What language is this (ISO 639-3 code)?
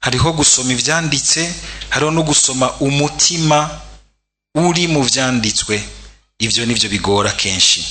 run